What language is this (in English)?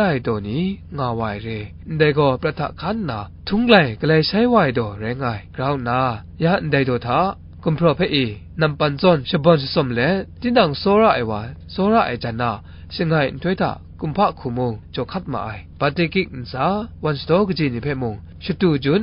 Kachin